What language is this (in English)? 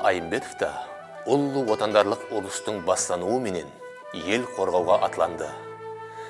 Kara-Kalpak